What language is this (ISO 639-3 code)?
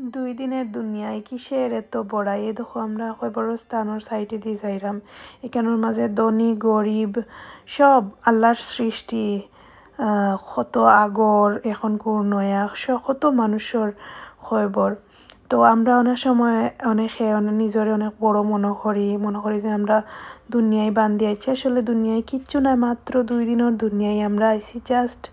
syl